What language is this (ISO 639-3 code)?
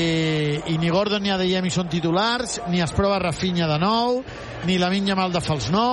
cat